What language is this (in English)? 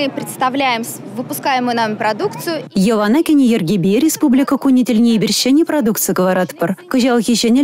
Chuvash